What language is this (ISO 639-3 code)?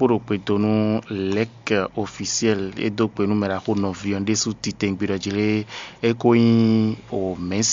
fon